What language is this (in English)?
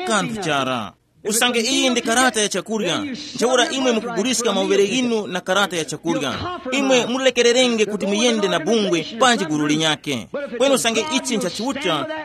Tumbuka